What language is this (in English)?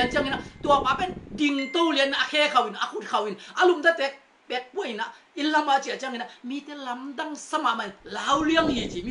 Tedim Chin